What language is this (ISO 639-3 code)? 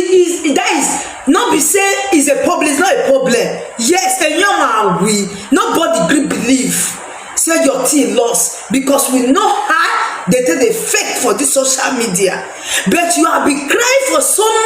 pcm